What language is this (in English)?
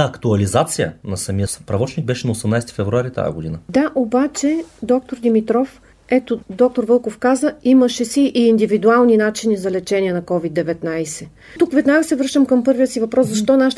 Bulgarian